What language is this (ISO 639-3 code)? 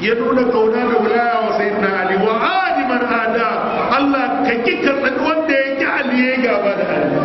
hau